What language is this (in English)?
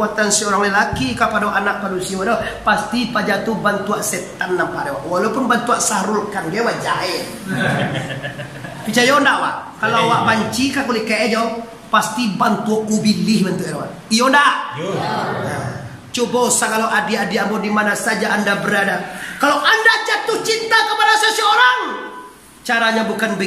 Minangkabau